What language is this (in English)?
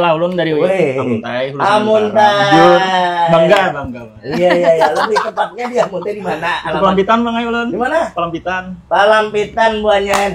Banjar